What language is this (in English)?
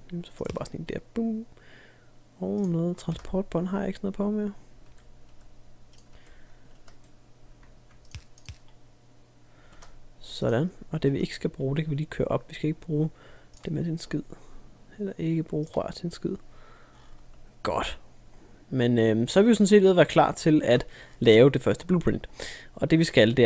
Danish